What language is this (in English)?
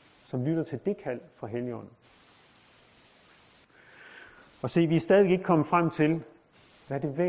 Danish